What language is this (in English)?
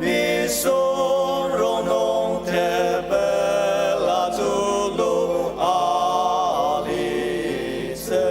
Ao Naga